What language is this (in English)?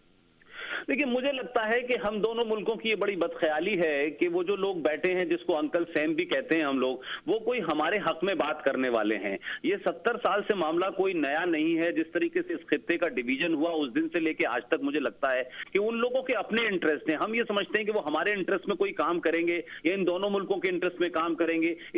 Urdu